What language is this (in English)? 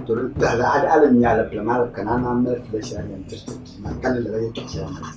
Dagbani